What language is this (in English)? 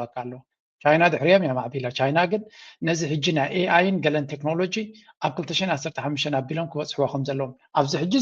Tigrinya